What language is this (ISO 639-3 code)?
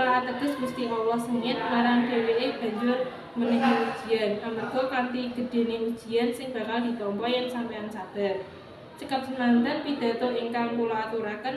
jav